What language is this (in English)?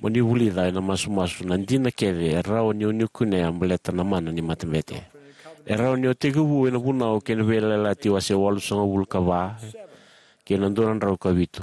Fijian